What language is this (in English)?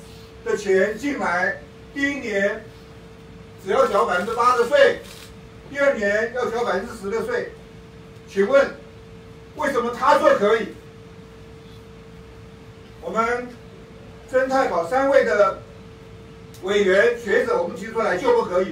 Chinese